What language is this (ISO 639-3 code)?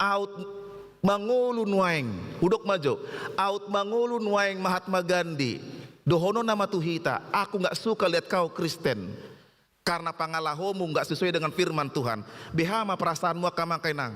bbc